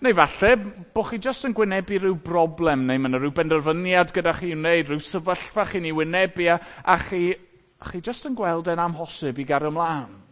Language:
Welsh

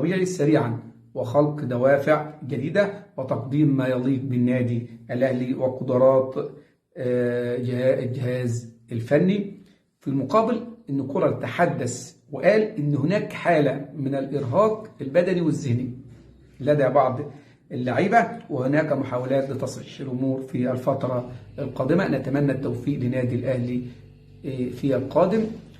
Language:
Egyptian Arabic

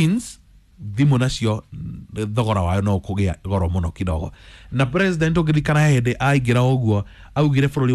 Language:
Kikuyu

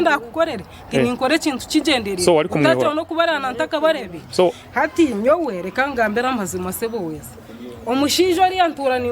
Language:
Nyankole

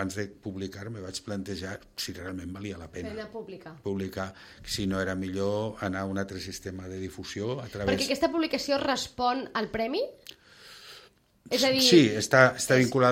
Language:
Catalan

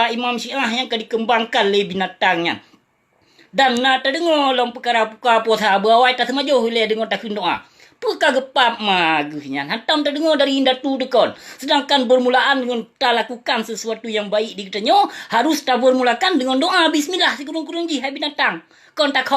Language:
Achinese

